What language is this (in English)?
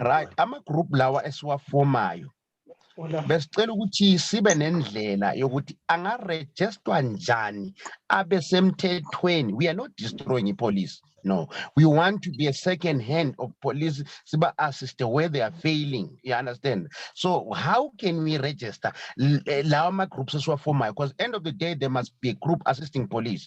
Zulu